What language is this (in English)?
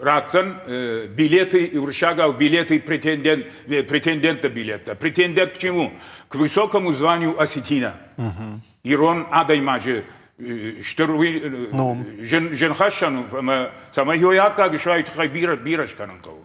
Ossetic